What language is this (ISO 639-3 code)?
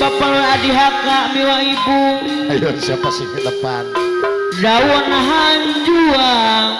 sun